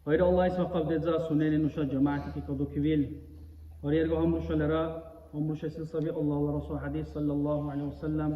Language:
Dargwa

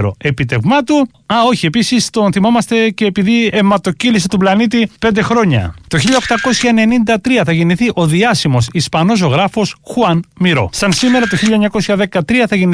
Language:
Greek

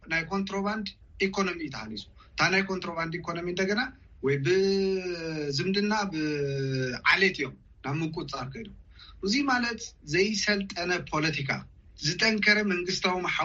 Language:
Tigrinya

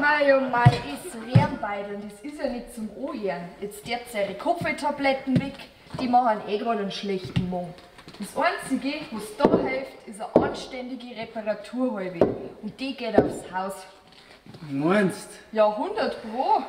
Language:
Bavarian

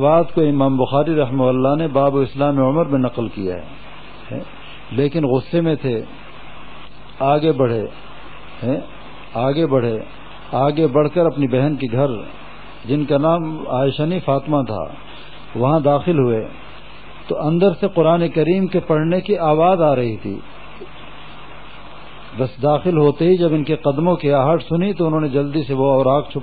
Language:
Urdu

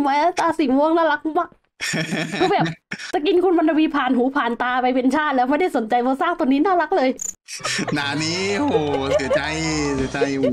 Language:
Thai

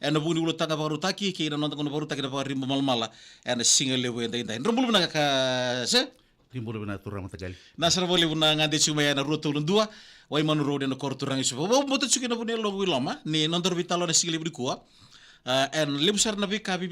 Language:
Fijian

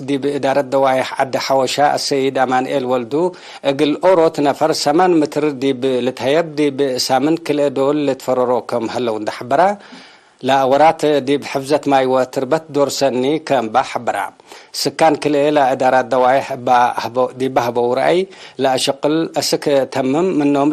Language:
Tigre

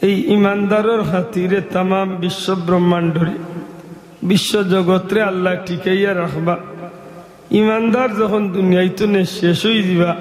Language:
Sylheti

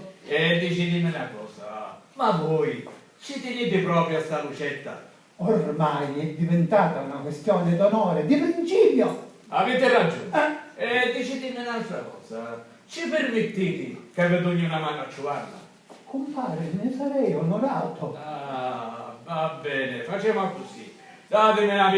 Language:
Sicilian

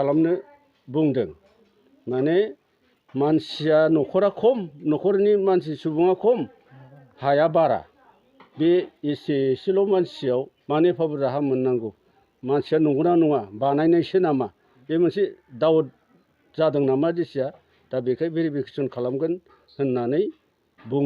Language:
Bodo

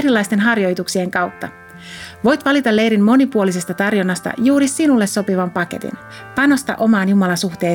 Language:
Finnish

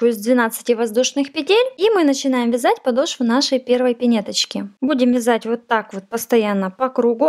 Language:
Russian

